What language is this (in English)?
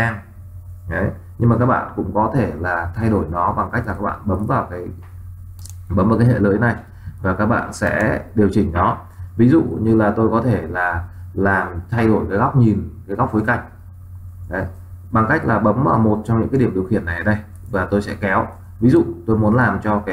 Vietnamese